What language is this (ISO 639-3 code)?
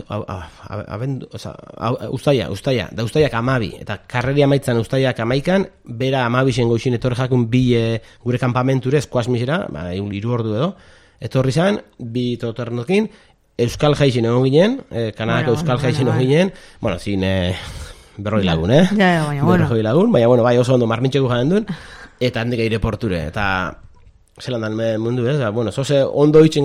eus